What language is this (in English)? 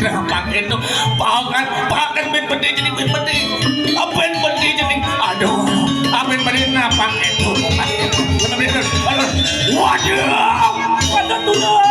Balinese